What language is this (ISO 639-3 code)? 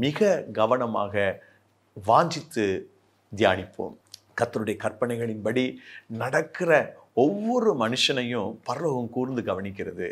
tam